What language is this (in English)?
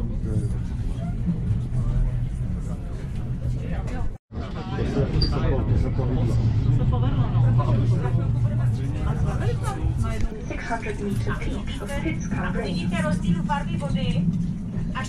Czech